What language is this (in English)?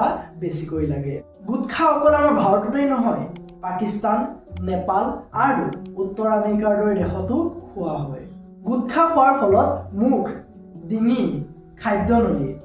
Assamese